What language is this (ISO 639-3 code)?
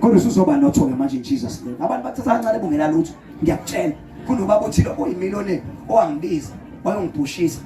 zul